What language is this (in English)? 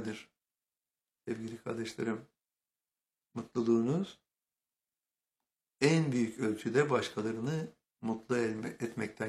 Turkish